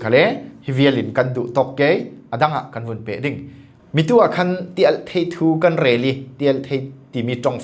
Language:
Falam Chin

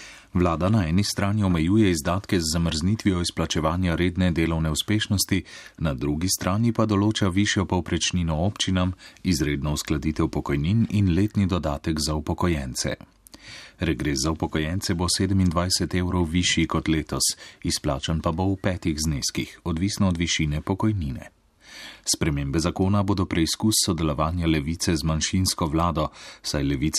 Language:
Slovenian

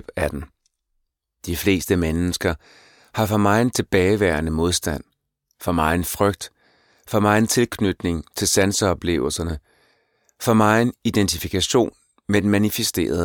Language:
Danish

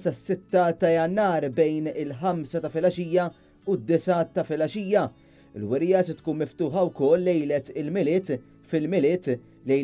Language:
Maltese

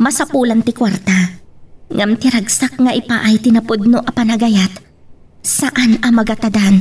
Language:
Iloko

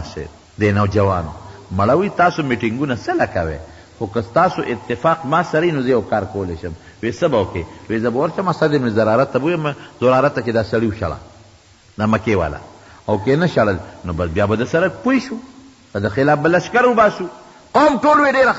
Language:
Pashto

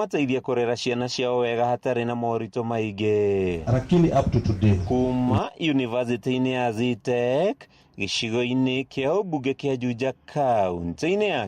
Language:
Kikuyu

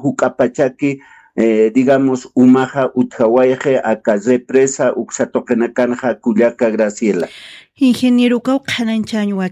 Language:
Aymara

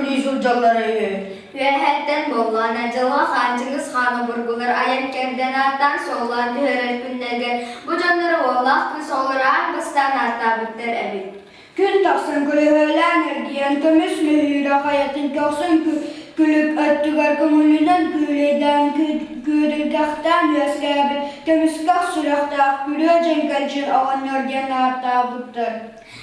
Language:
Yakut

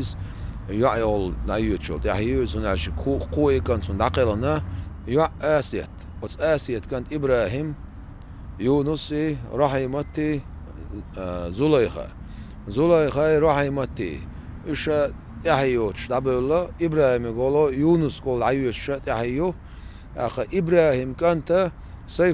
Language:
Chechen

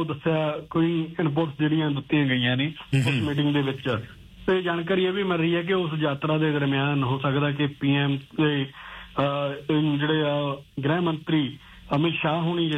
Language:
Punjabi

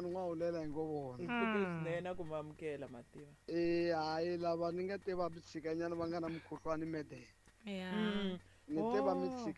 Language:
Tsonga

